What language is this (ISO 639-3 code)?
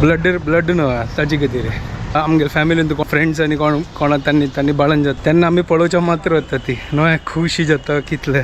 kok